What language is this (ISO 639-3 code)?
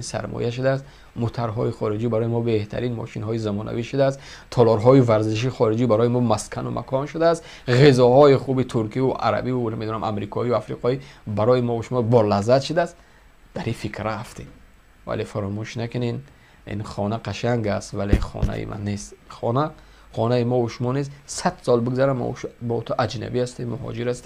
tgk